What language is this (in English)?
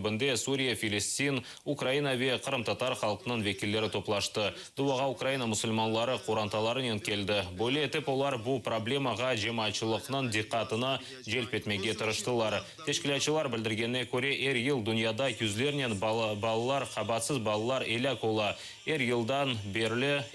Crimean Tatar